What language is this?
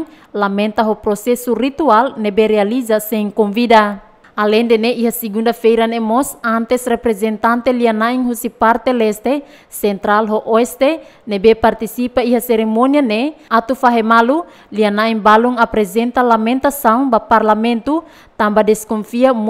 Tetum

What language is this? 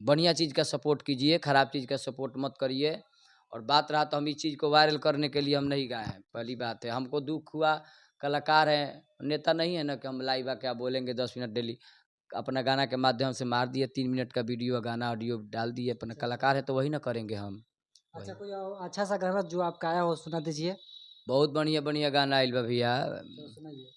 Bhojpuri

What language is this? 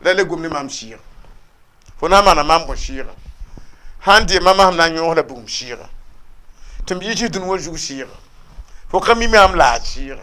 Mossi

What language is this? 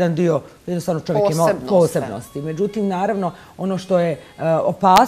Bosnian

